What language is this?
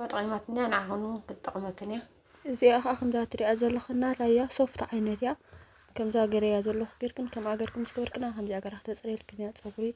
Tigrinya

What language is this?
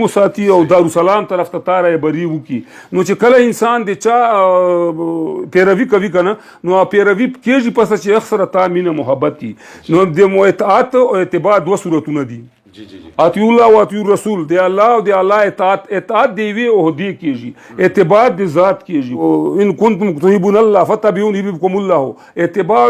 Pashto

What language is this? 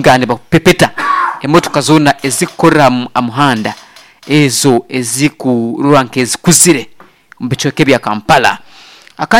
Nyoro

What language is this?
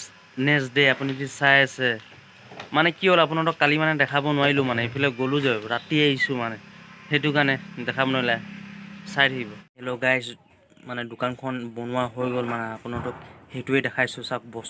Assamese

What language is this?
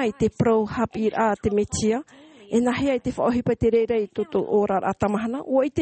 Tahitian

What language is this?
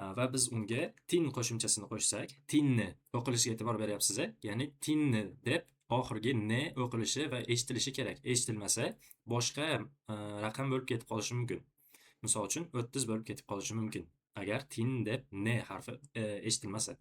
Uzbek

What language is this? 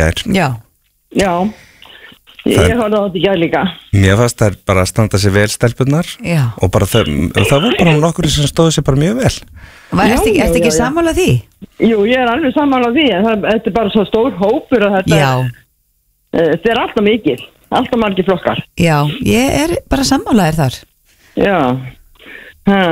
Icelandic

